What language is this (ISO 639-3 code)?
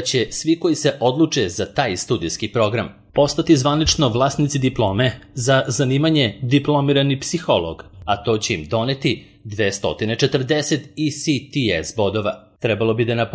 srp